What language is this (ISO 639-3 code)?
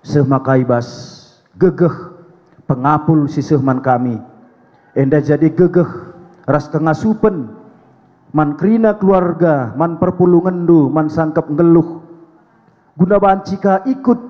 btx